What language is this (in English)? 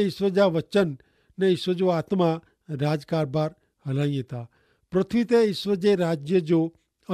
Kachhi